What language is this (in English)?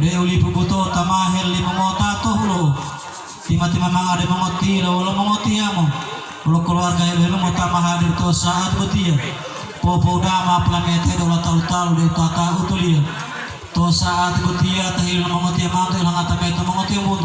Gorontalo